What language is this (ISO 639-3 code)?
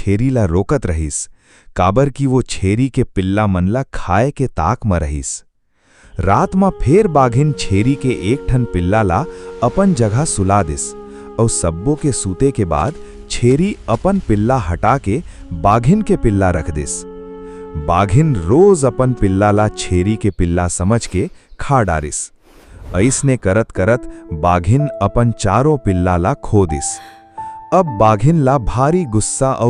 hne